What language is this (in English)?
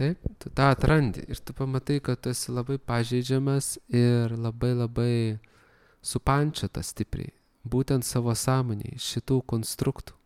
Lithuanian